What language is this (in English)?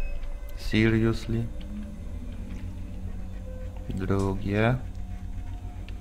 Polish